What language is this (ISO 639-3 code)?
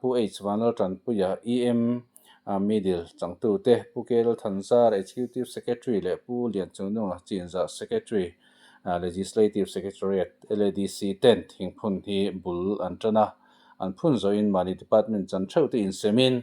lus